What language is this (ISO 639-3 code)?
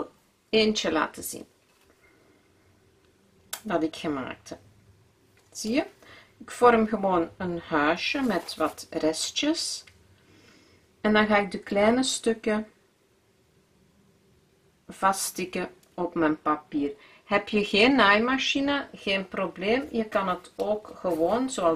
nld